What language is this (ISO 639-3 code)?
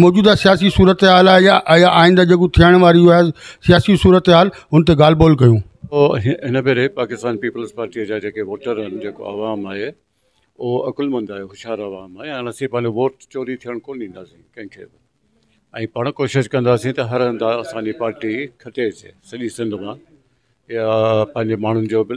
snd